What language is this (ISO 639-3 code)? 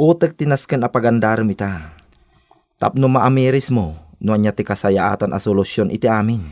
ilo